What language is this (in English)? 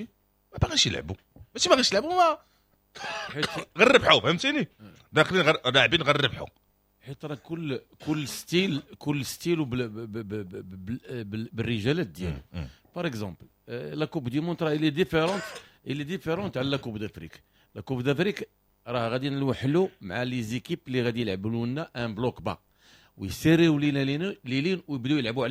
Moroccan Arabic